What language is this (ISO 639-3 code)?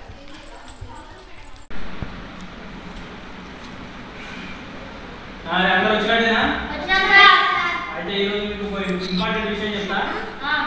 tel